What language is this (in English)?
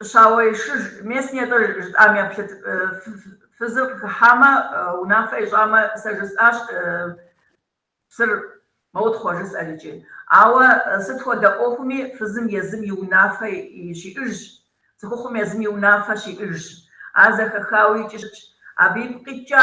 Kabardian